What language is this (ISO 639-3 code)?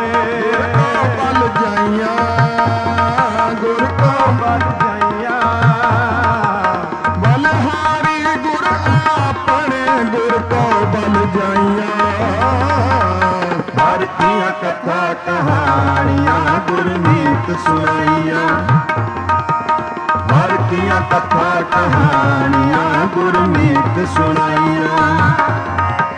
pan